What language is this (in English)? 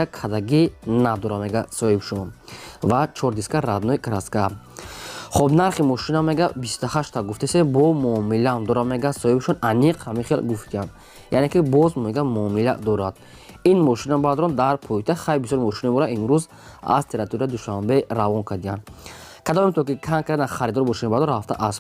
Tajik